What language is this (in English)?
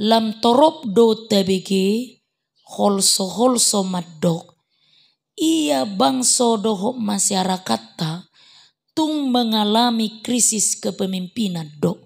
Batak Toba